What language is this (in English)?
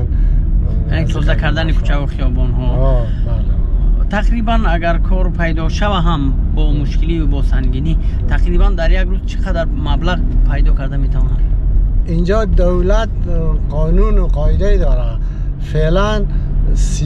Persian